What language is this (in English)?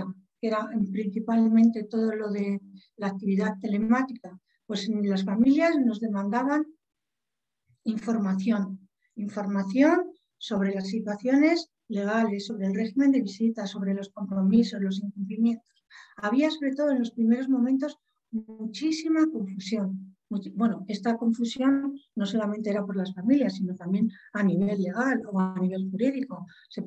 Spanish